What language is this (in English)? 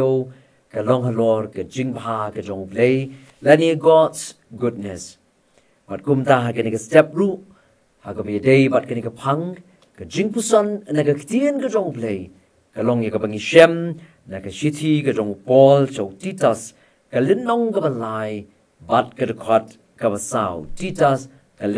Khasi